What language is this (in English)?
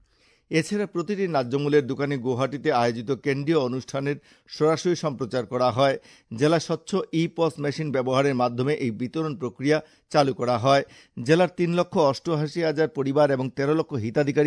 Bangla